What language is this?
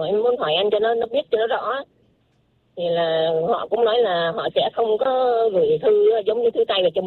Vietnamese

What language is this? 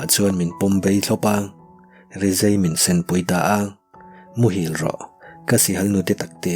Mizo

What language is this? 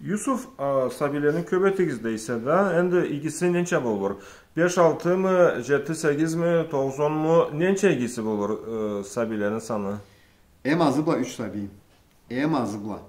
Karachay-Balkar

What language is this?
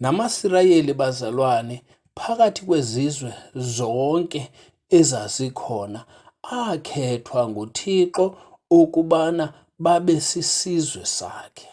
Xhosa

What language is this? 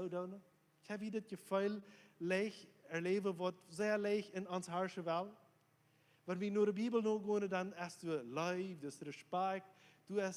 Plautdietsch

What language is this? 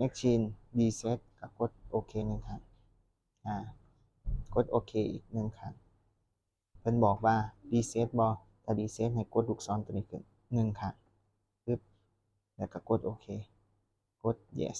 Lao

